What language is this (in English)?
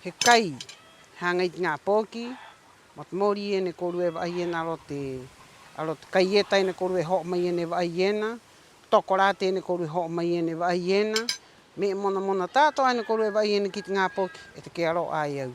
Rapanui